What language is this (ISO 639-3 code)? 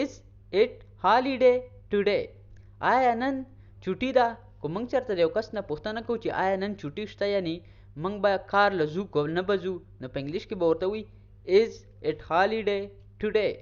pus